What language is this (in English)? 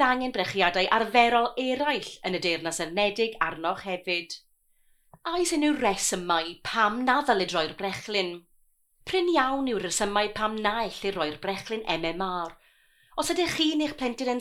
Welsh